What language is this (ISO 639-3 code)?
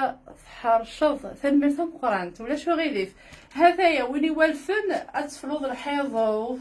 kab